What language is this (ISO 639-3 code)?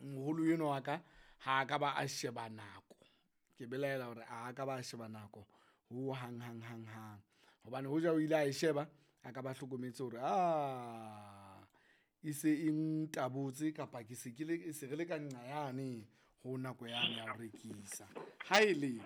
sot